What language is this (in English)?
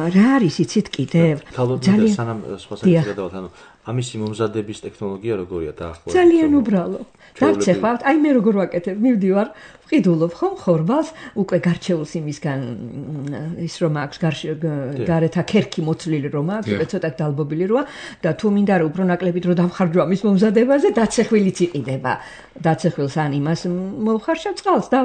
Georgian